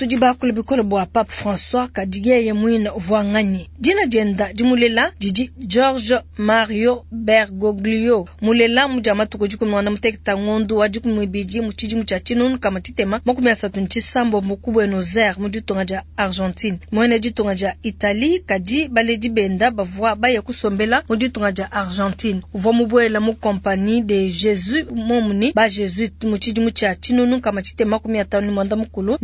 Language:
Luba-Lulua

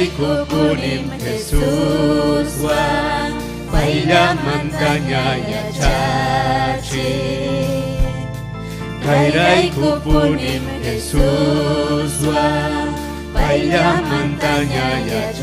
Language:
Ayacucho Quechua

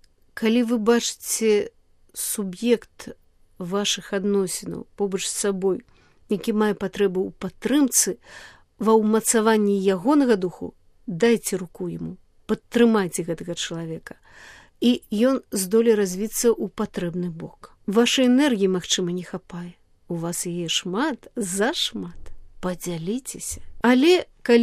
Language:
Belarusian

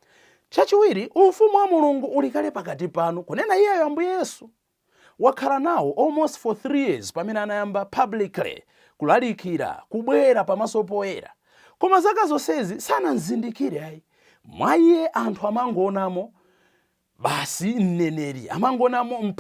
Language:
Nyanja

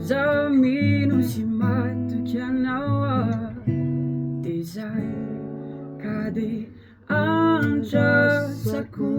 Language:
Malagasy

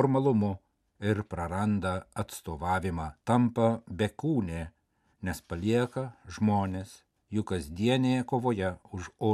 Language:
Lithuanian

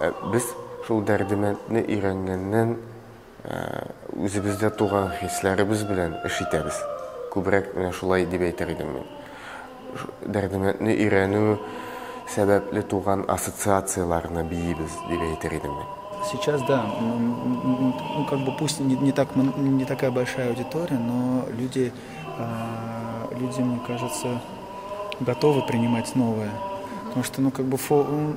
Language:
Tatar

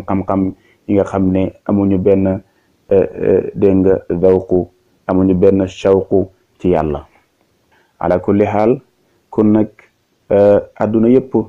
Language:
Wolof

